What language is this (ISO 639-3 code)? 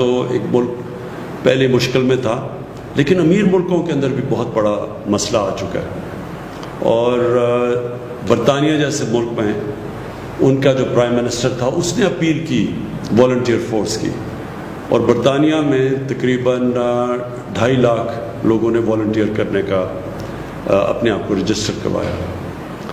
urd